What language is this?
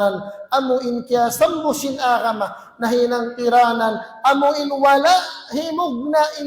Tausug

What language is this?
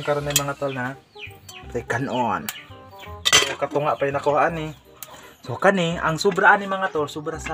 Cebuano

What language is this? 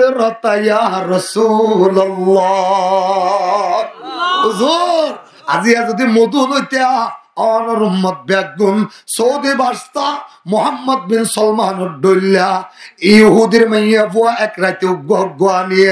Rohingya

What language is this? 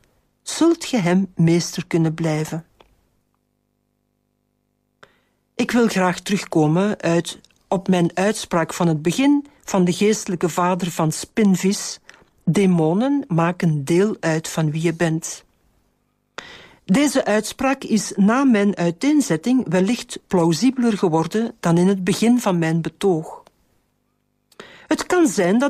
Dutch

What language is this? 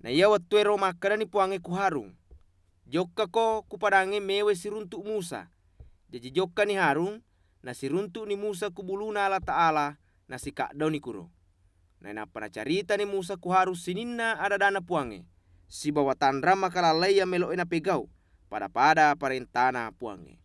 Buginese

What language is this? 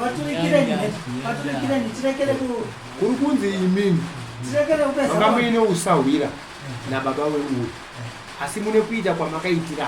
Shona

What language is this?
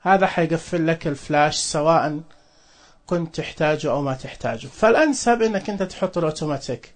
Najdi Arabic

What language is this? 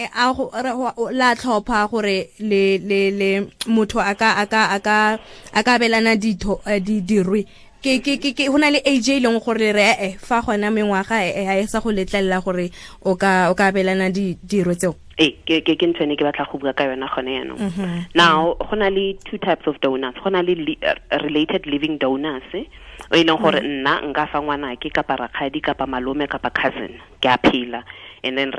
Tswana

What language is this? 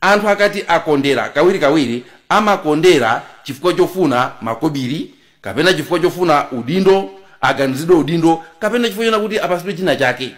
Nyanja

